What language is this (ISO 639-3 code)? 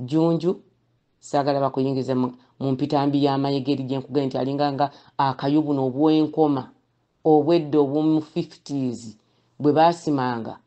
lug